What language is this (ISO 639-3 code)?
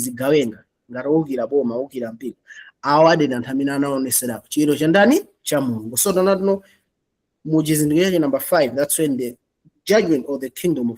nya